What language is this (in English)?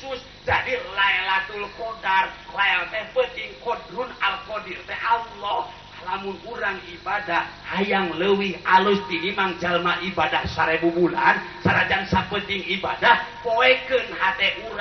Sundanese